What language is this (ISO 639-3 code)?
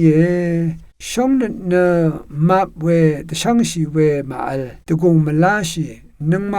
raw